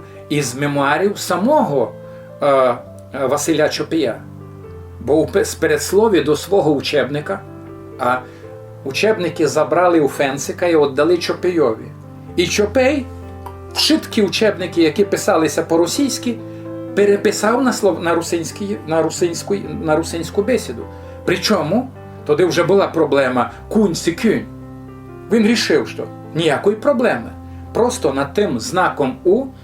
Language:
Rusyn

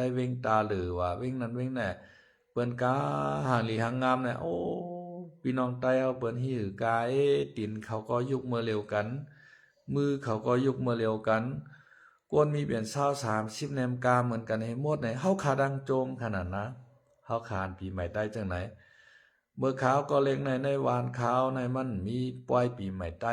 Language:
Shan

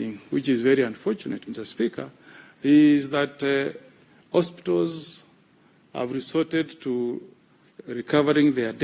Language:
Gusii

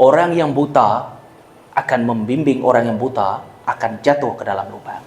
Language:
Iban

